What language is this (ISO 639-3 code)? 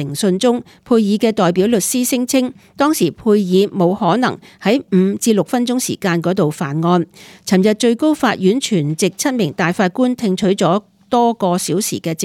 yue